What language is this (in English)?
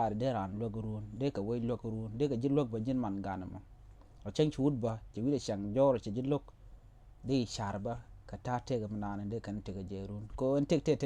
Nuer